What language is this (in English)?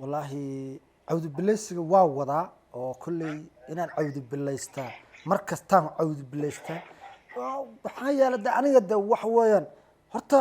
Somali